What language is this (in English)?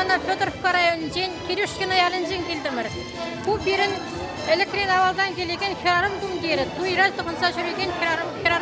Chuvash